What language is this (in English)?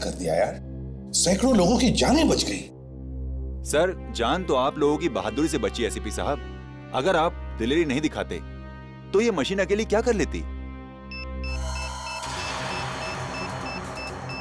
Hindi